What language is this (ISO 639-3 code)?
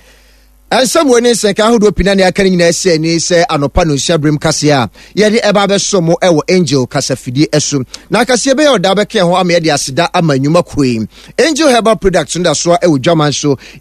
aka